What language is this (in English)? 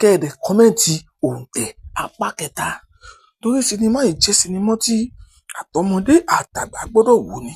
Yoruba